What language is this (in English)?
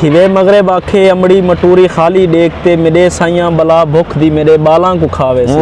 Saraiki